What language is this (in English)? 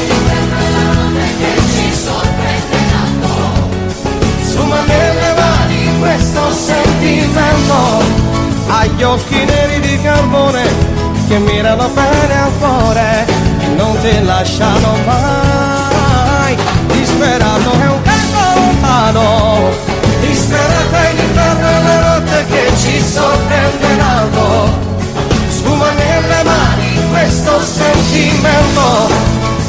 Italian